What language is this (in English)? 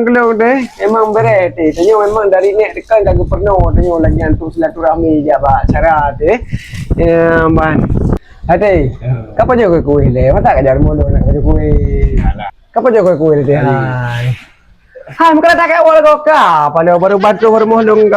Achinese